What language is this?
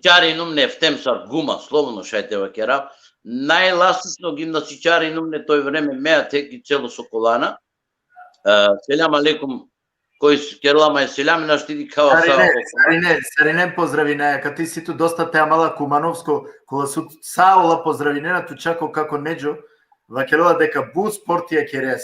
Balkan Romani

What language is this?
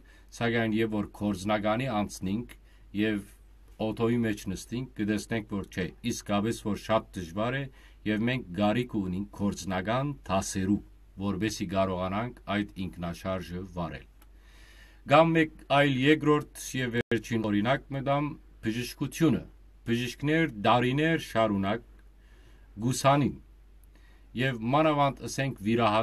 Western Armenian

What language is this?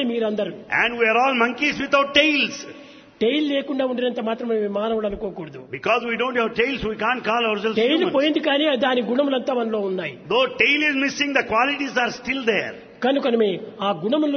Telugu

